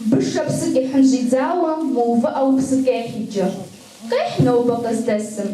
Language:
Kabardian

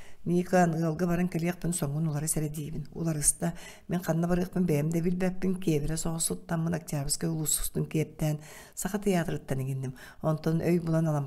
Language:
Yakut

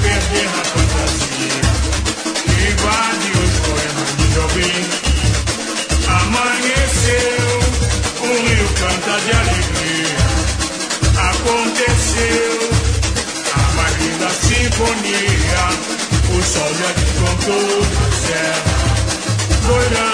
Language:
Portuguese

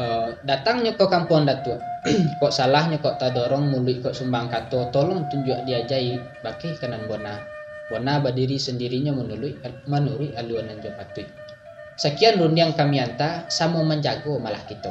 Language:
Minangkabau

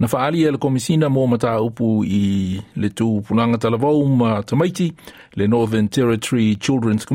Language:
Samoan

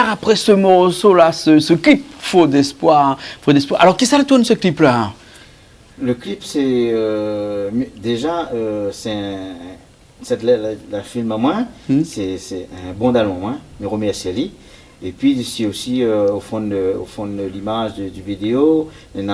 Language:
Réunion Creole French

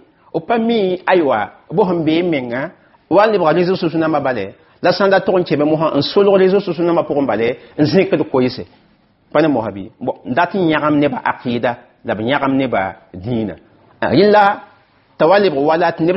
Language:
Mossi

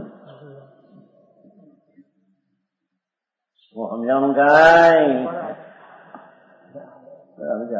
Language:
Gujarati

